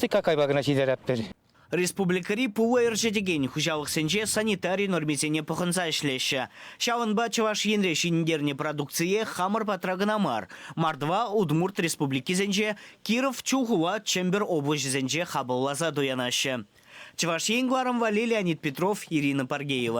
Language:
Chuvash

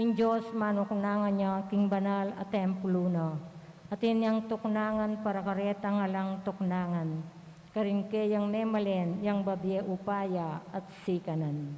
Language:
Pampanga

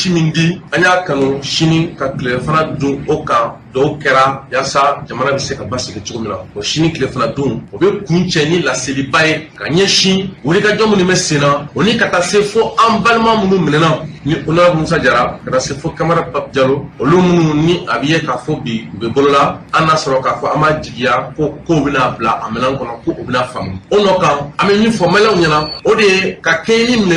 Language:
Bambara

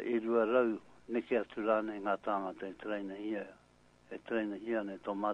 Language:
Māori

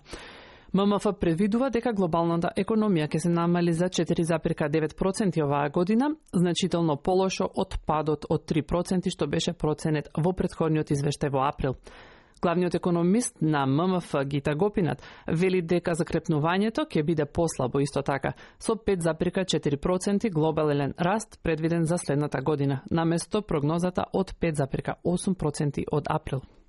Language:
Macedonian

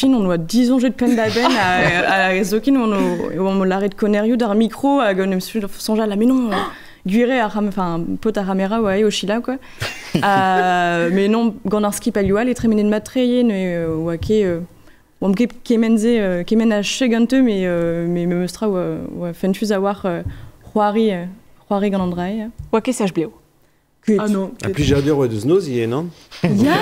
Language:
Breton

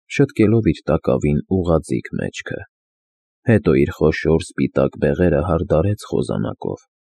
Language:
Armenian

